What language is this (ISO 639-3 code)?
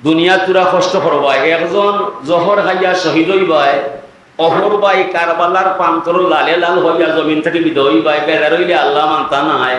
syl